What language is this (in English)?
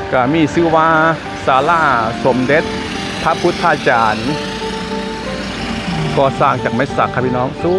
Thai